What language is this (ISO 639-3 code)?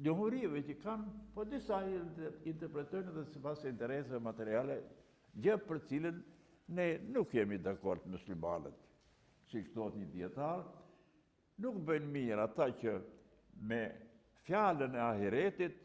sqi